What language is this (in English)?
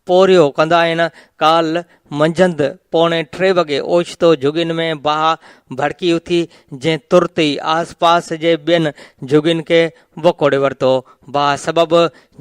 Sindhi